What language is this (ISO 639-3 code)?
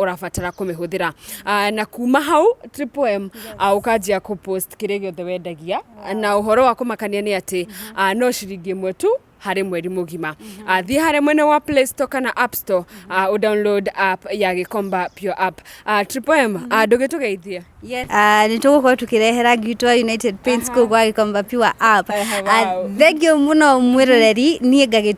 kik